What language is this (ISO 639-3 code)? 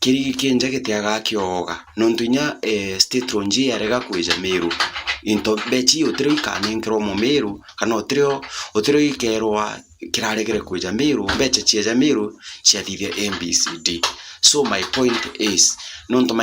mer